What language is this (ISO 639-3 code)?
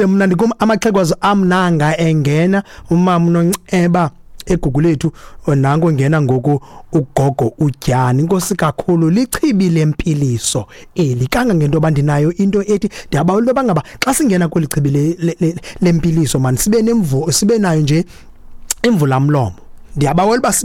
xho